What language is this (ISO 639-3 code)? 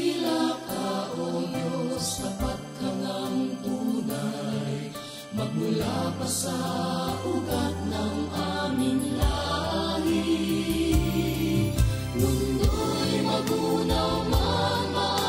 fil